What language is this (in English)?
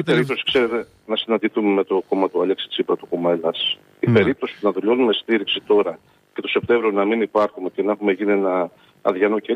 Greek